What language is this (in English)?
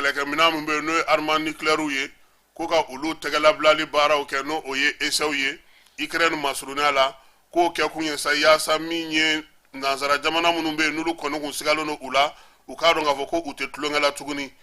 Bambara